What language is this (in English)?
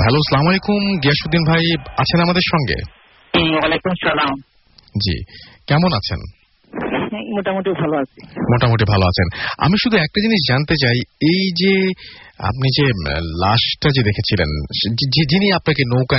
Bangla